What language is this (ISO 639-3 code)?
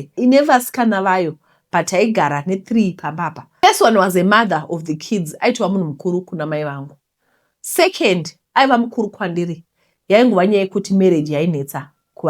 sna